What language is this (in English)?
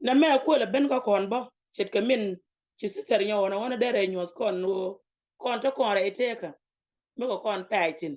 Nuer